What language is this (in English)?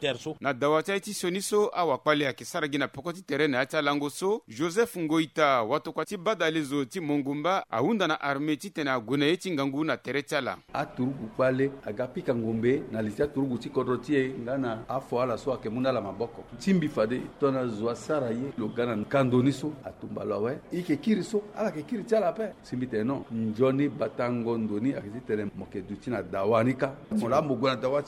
Sango